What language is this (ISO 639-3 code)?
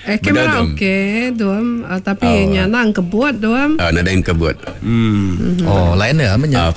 iba